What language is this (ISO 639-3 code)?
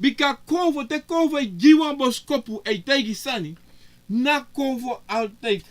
srn